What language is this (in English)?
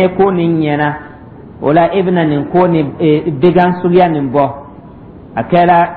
Dyula